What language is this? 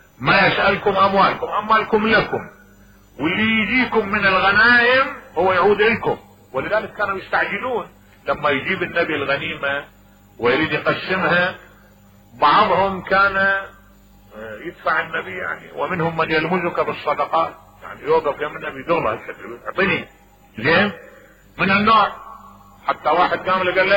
Mesopotamian Arabic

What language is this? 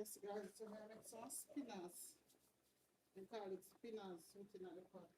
Jamaican Creole English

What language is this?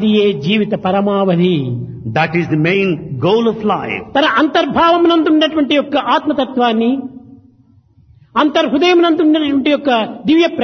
Telugu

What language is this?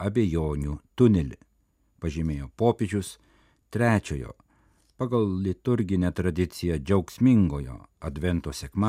Lithuanian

